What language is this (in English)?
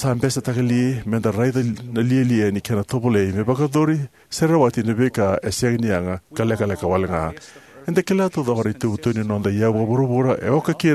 Fijian